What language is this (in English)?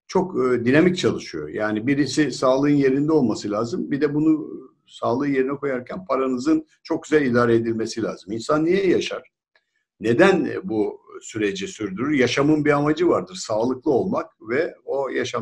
Turkish